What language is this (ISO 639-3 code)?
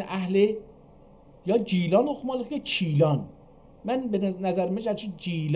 azb